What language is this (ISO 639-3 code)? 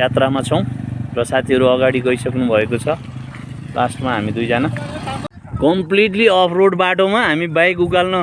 nep